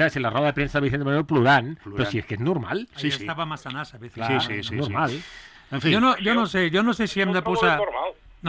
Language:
Catalan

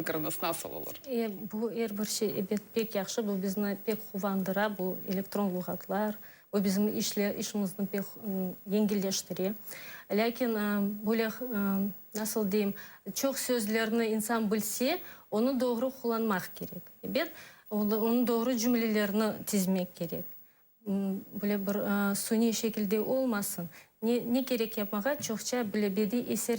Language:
Crimean Tatar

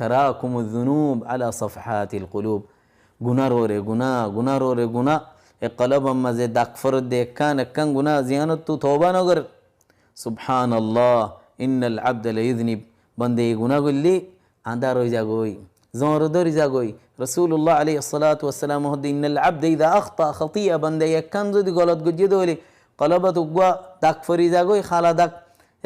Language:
Rohingya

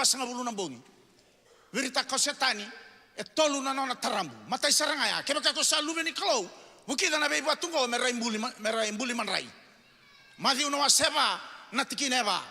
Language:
Fijian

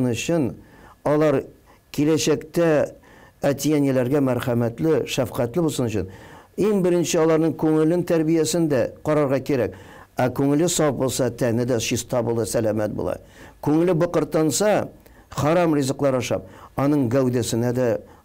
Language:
Tatar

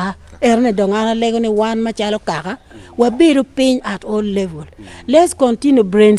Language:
Acoli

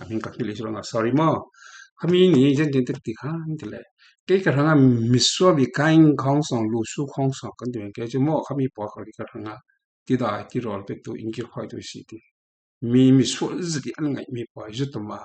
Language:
Falam Chin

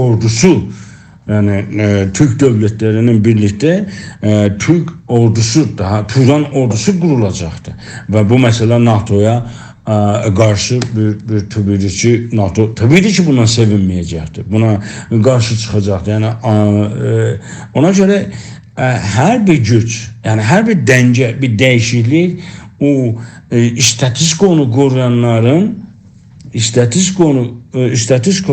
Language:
South Azerbaijani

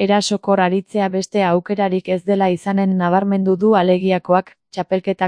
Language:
Basque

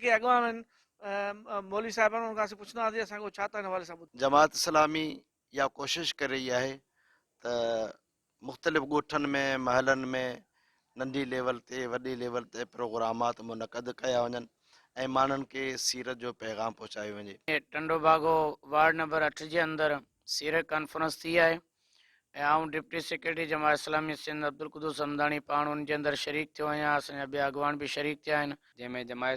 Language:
Sindhi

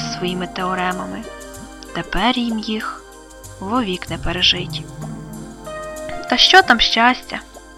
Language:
Ukrainian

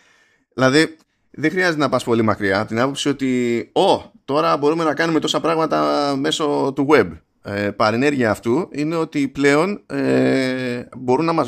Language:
Greek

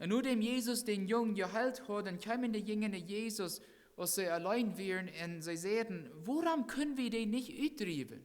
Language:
Plautdietsch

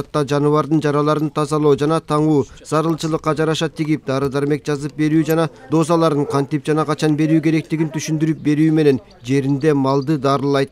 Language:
Kyrgyz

